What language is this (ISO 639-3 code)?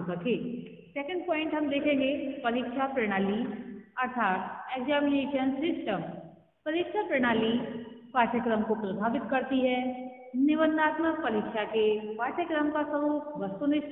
hin